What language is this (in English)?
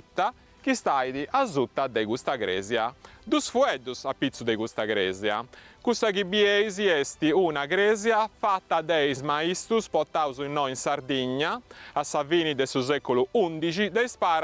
Sardinian